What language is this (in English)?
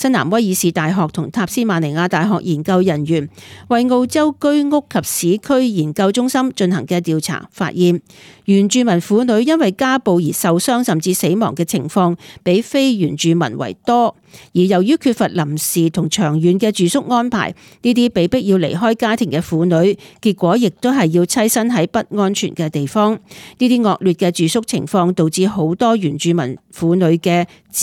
Cantonese